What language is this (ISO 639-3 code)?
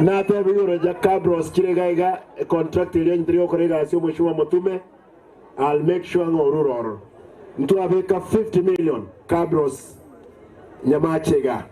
guz